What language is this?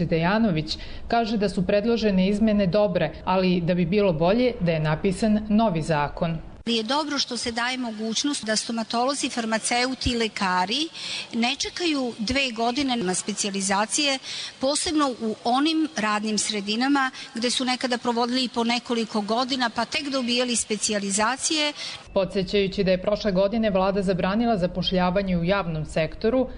Serbian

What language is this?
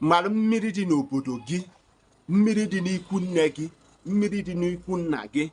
Igbo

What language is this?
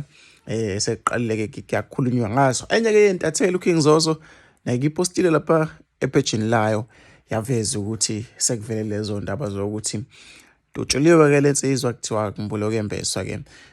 Zulu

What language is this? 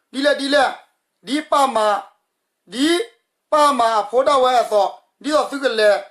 S'gaw Karen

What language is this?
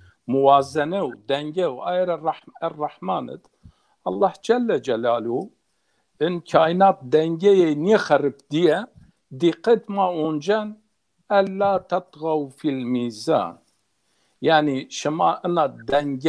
Zaza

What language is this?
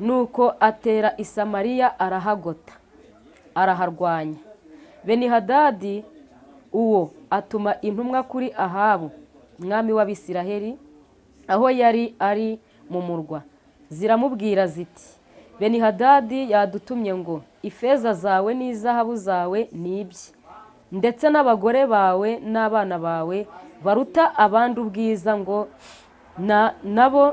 Kinyarwanda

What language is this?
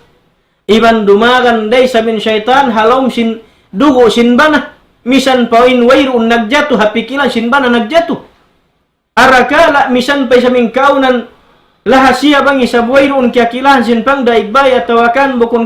Tausug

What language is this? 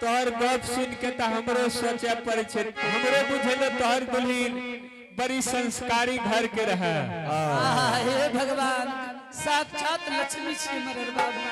Angika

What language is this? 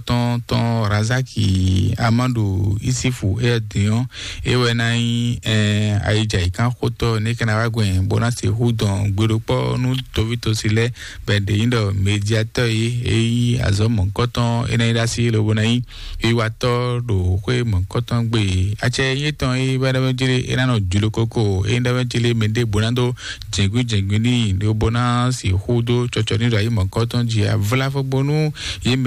Fon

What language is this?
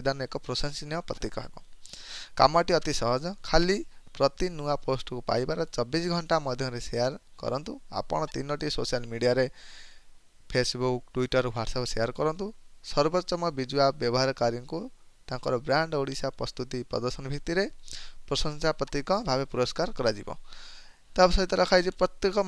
Odia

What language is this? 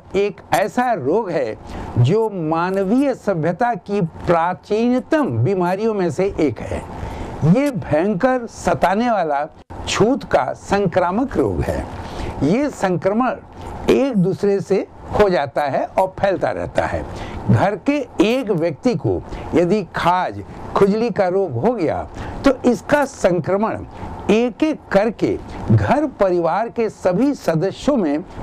Hindi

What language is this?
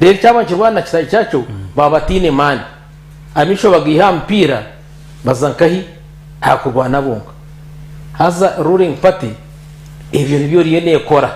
Nyankole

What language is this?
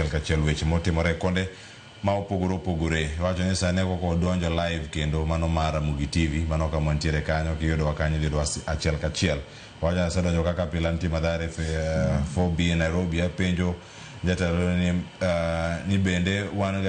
Luo (Kenya and Tanzania)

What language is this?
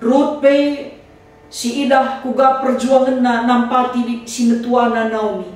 Batak Karo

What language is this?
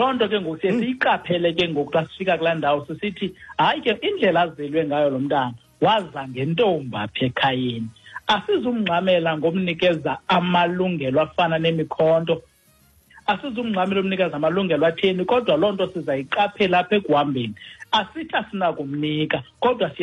Xhosa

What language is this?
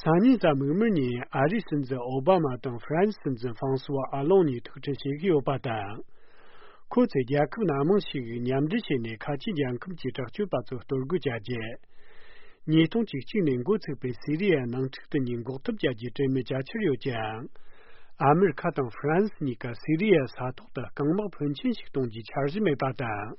Tibetan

